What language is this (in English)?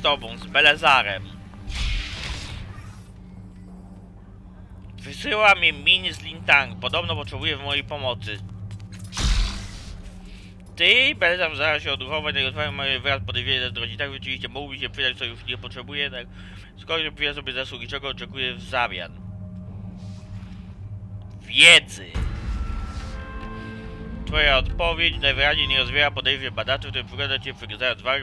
Polish